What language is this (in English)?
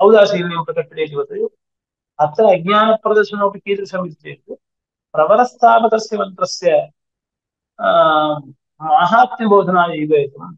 Sanskrit